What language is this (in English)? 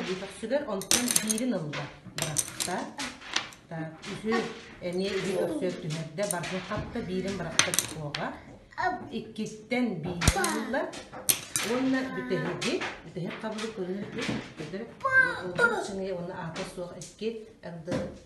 Yakut